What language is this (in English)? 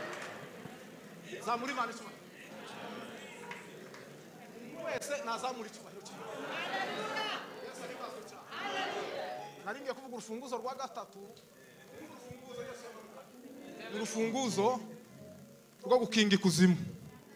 Kinyarwanda